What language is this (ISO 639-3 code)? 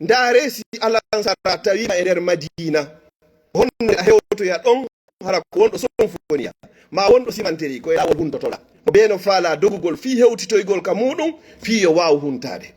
ful